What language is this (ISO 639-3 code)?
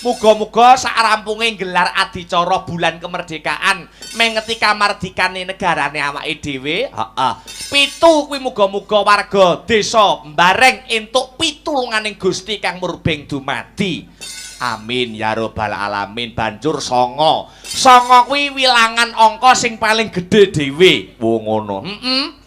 jav